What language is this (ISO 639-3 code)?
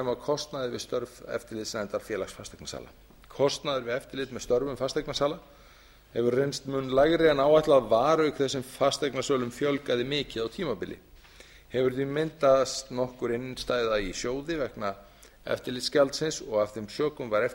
isl